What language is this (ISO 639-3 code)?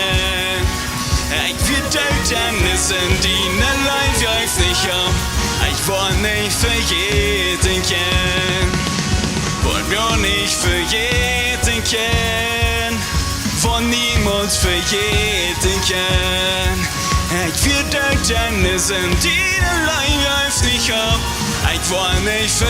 pdt